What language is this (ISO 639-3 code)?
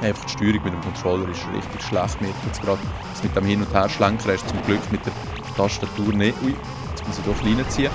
gsw